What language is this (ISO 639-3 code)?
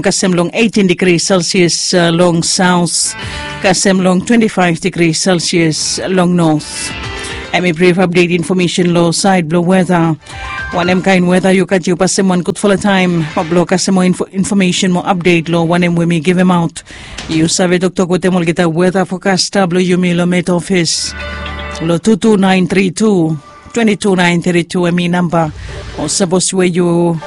bis